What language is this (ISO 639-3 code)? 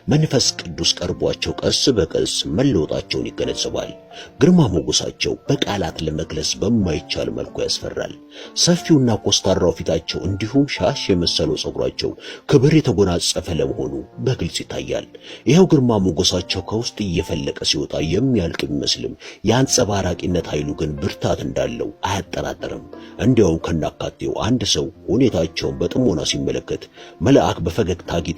amh